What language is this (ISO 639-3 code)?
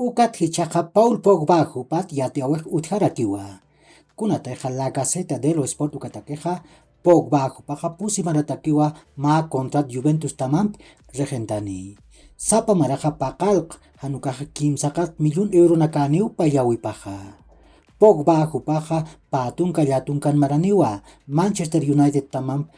aym